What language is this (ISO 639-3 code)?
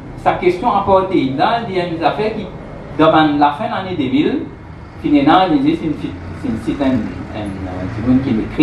mfe